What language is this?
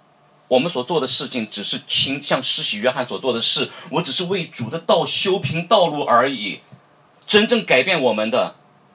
Chinese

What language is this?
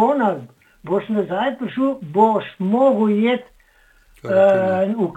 Slovenian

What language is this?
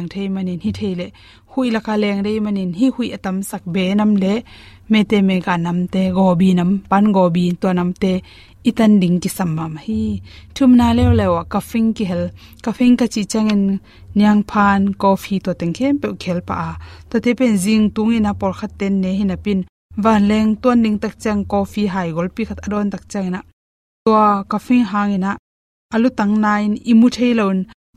Tedim Chin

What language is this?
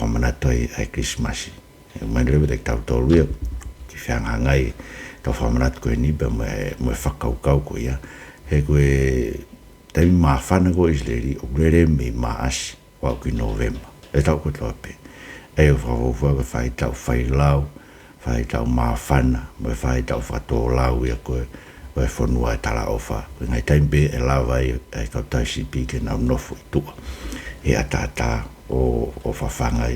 Tongan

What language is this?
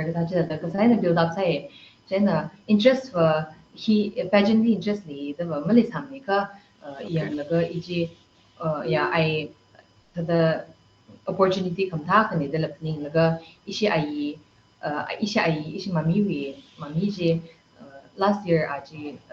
Tangkhul Naga (India)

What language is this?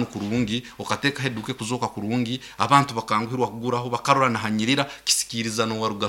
Nyoro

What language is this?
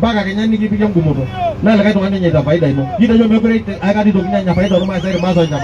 Masai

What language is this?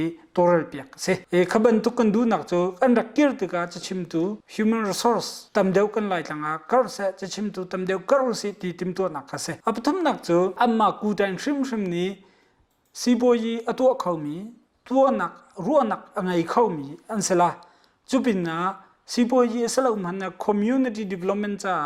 Hakha Chin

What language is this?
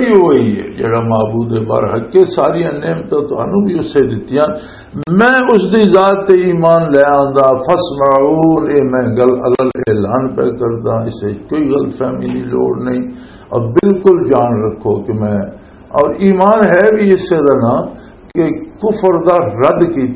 Western Panjabi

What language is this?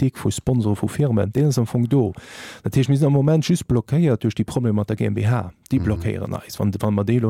Luxembourgish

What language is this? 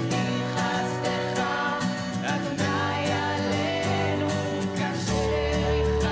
Hebrew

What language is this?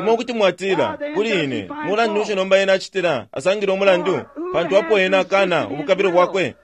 Bemba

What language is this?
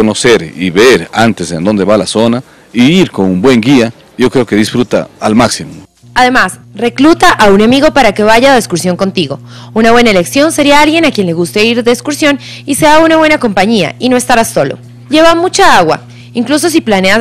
Spanish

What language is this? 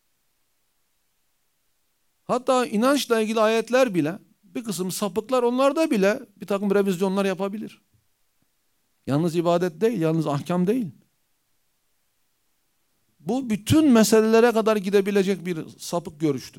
Turkish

